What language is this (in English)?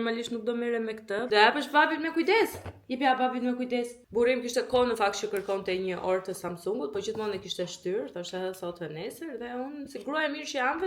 Albanian